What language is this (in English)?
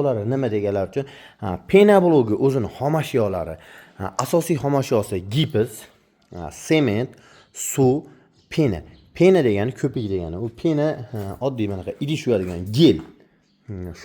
Uzbek